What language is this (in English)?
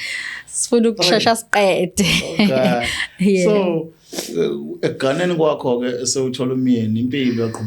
Zulu